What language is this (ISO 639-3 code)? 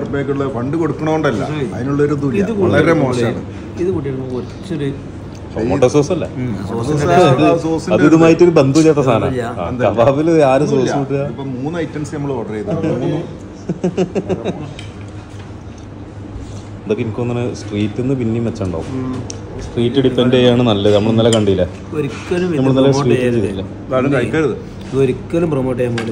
mal